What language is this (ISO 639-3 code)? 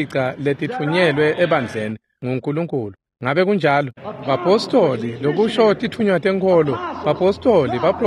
ssw